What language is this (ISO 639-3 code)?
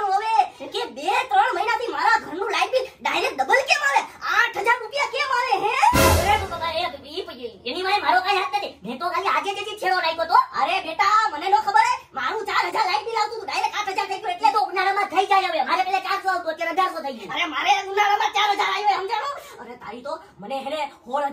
guj